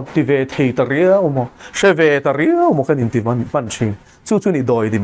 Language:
Mizo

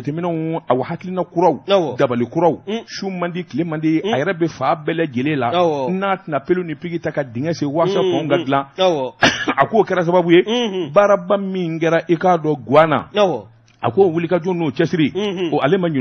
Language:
Bambara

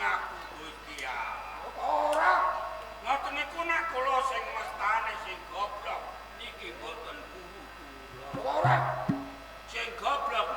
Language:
Javanese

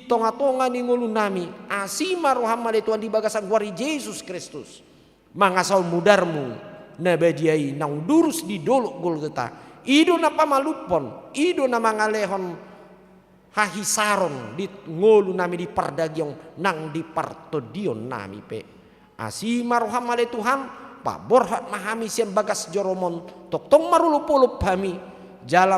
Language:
Batak Toba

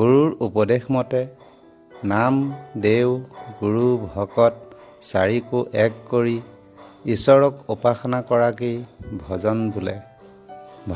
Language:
Assamese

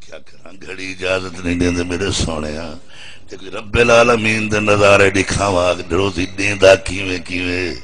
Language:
Saraiki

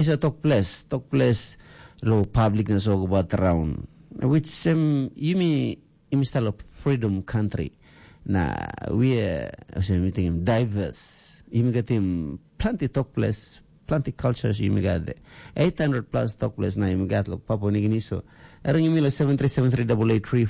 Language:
Tok Pisin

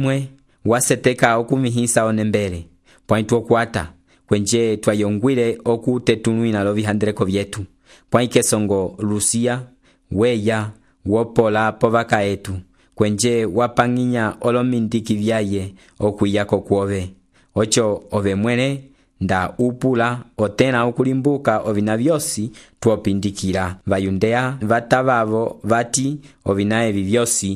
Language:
Umbundu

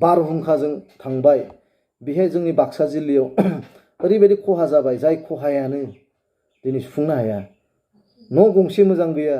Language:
Bodo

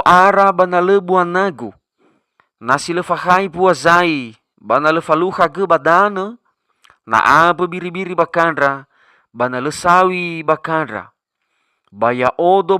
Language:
Nias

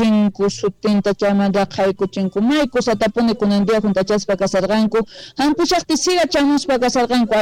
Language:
South Bolivian Quechua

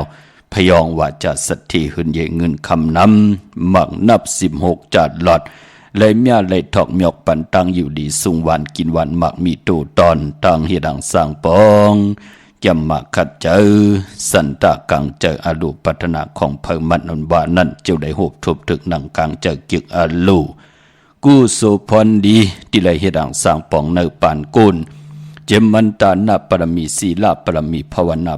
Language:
Shan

